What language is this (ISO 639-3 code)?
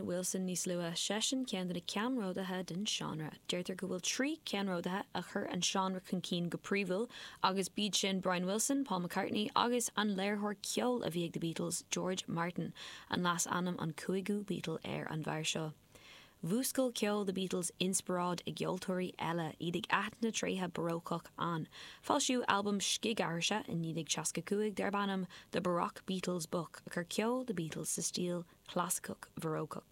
gle